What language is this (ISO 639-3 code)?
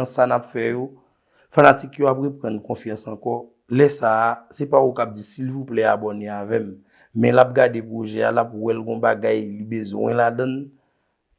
hat